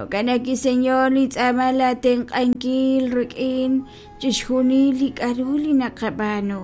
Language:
Kekchí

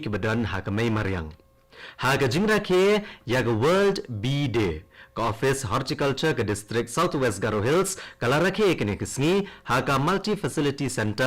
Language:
Khasi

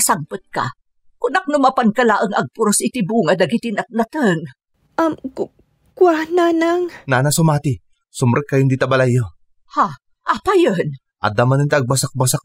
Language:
Iloko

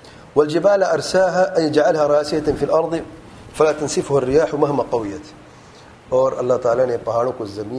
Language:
Urdu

